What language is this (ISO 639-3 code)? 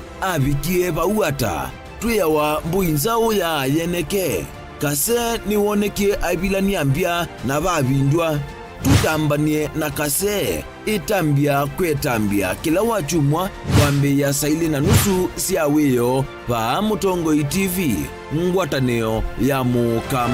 kam